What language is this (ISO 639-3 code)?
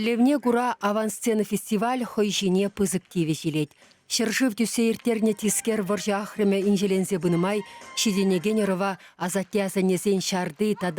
chv